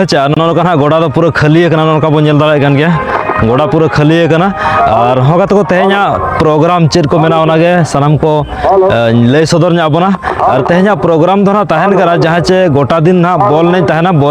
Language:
Santali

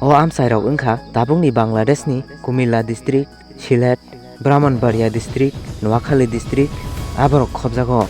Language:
Kok Borok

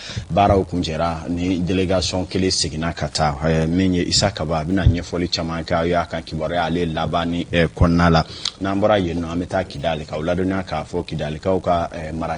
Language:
Bambara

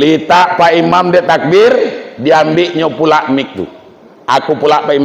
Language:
Minangkabau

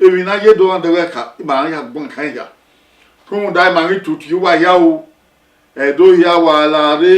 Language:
Bini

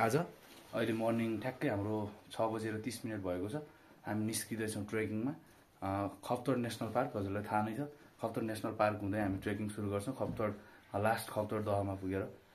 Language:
Nepali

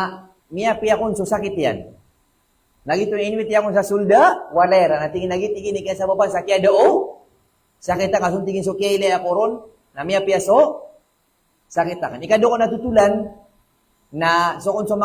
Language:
Maranao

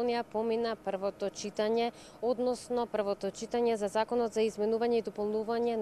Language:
Macedonian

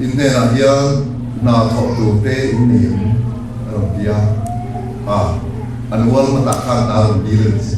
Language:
Mizo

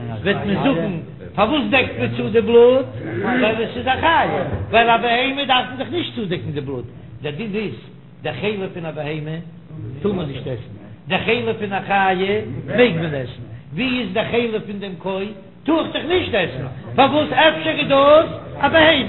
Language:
Yiddish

